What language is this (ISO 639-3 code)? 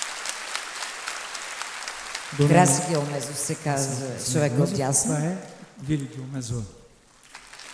bul